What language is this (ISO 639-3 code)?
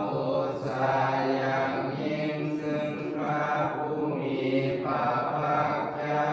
pli